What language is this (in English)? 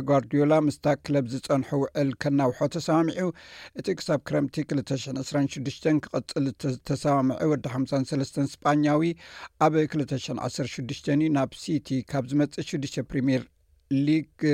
Tigrinya